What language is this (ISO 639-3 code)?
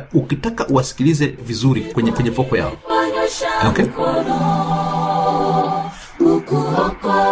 swa